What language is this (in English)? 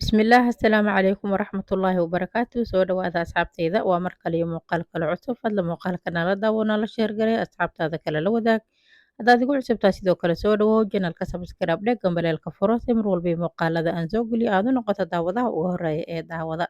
Somali